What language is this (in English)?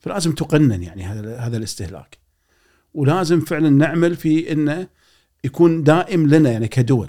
Gulf Arabic